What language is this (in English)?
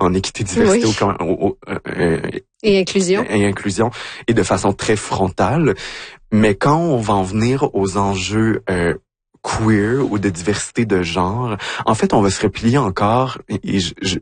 French